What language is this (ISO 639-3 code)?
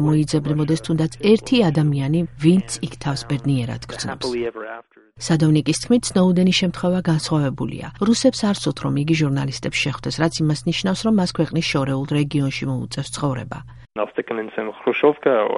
kat